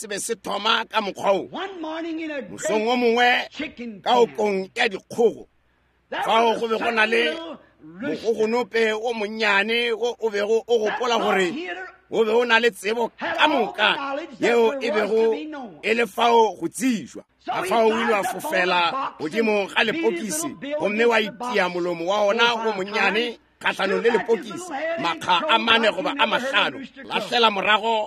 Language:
Northern Sotho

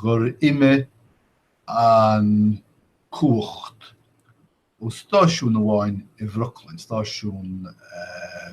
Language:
Irish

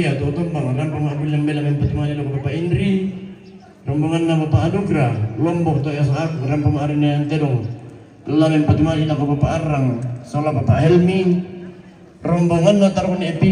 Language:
Toraja-Sa'dan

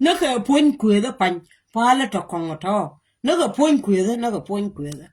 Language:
Nuer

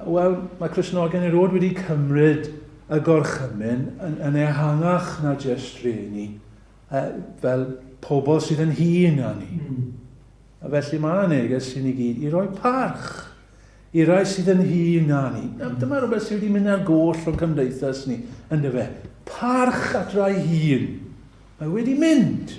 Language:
Welsh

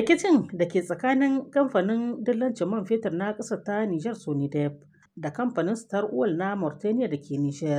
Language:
Hausa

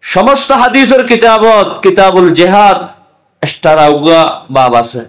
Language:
Rohingya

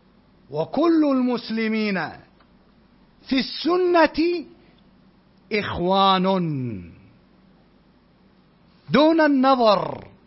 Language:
Arabic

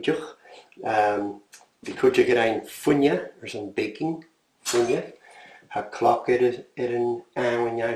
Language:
Scottish Gaelic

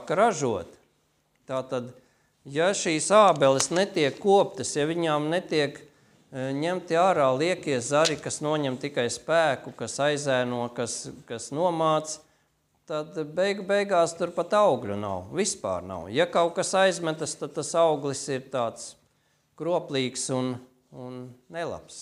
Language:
Latvian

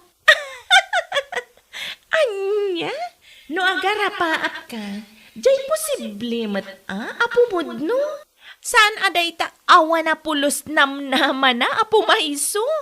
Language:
Iloko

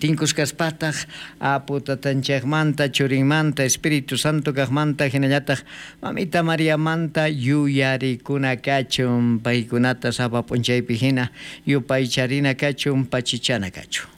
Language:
South Bolivian Quechua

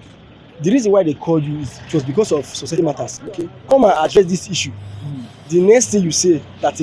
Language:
Nigerian Pidgin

